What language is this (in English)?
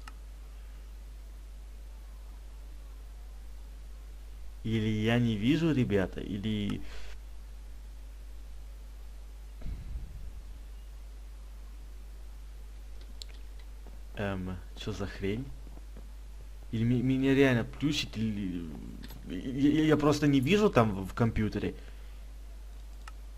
Russian